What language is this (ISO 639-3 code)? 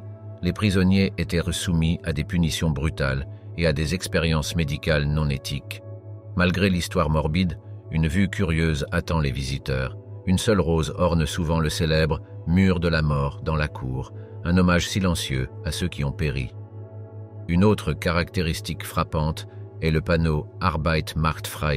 fra